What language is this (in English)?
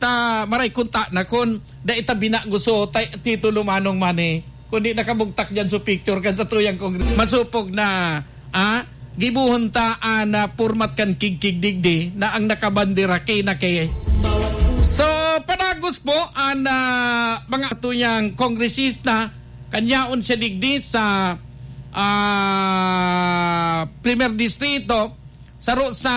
Bikol